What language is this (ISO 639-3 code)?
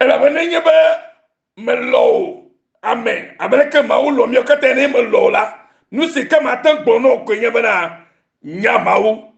ewe